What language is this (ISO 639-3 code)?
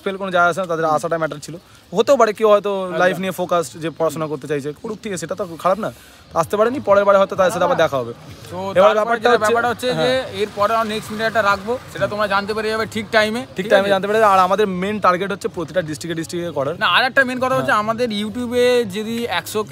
ben